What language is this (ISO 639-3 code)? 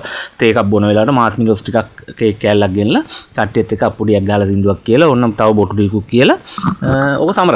sin